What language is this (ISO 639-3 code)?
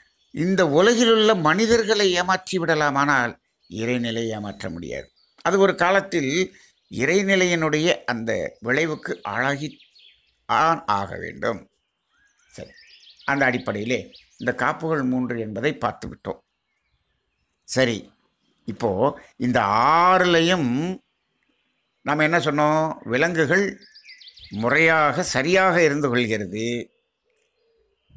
tam